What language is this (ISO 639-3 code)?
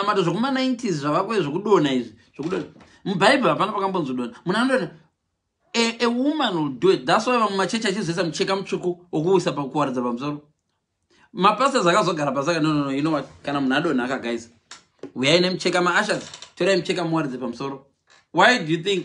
sna